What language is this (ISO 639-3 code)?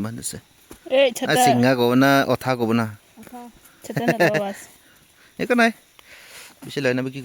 nag